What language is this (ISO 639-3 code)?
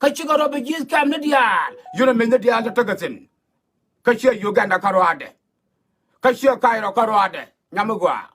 nus